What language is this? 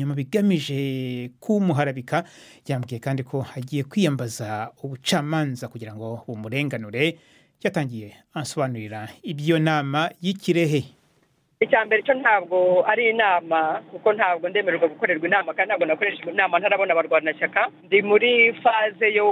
Kinyarwanda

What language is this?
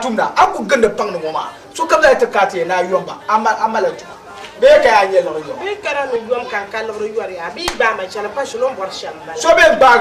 Dagbani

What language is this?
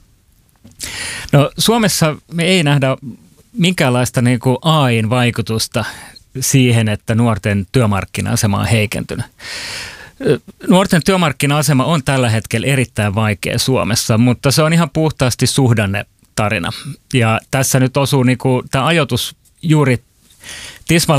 Finnish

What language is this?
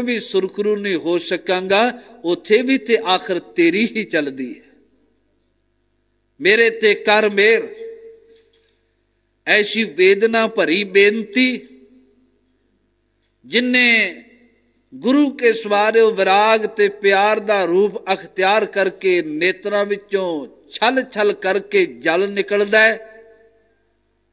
Punjabi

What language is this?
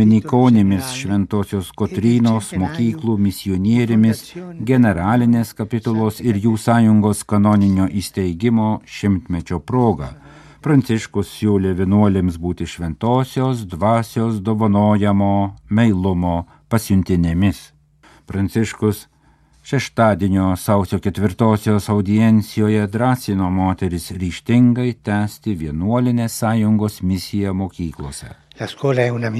Lithuanian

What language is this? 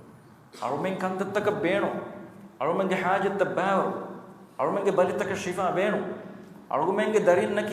Divehi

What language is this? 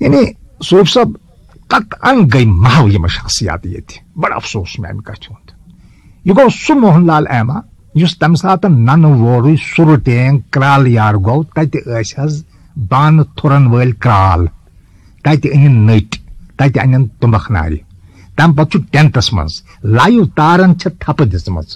Kashmiri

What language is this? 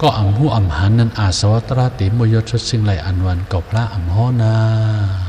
Shan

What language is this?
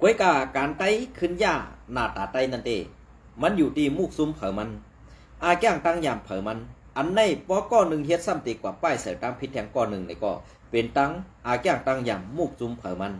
Shan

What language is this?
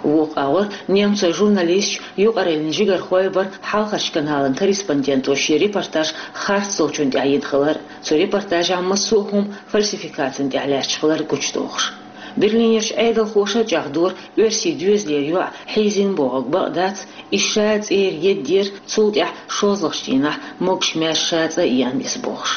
Chechen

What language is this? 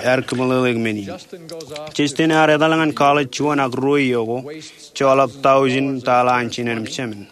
Marshallese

